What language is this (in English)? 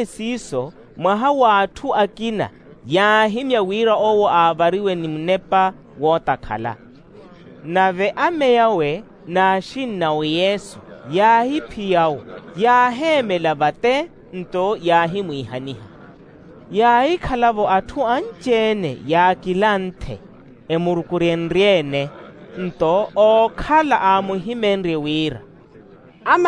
Makhuwa